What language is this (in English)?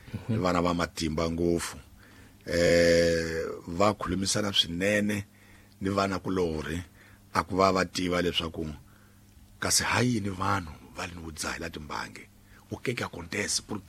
Tsonga